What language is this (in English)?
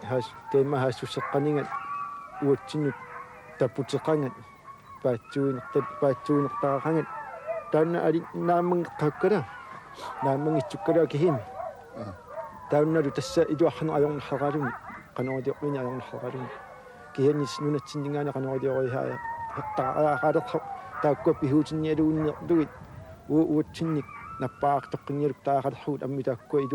Kalaallisut